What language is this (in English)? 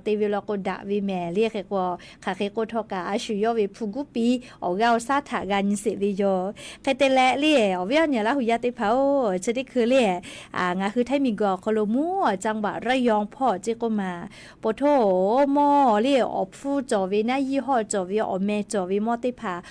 Lahu